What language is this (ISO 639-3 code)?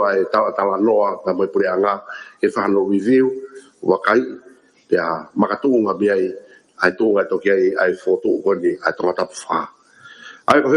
ton